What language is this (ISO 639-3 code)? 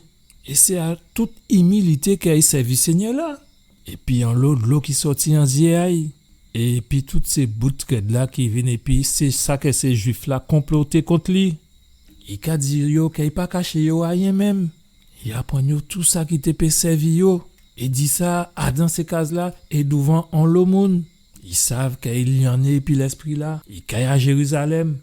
gcf